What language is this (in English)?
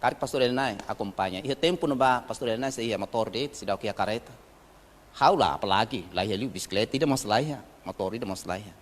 Tetum